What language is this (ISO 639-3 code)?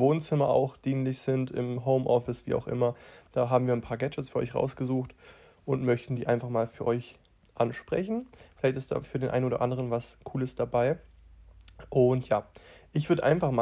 deu